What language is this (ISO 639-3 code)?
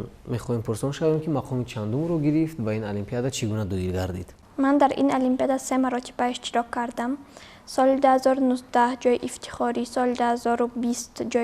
tgk